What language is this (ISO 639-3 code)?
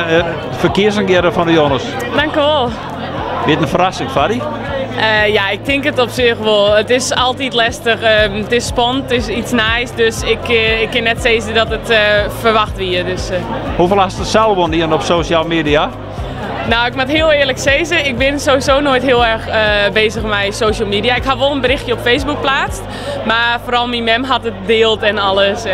fry